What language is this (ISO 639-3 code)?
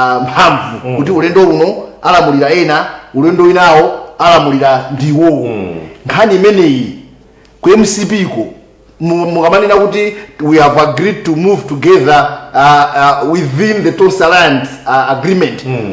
nya